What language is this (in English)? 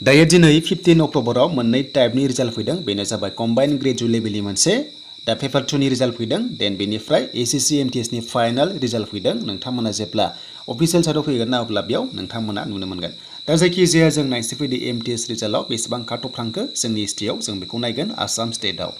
Bodo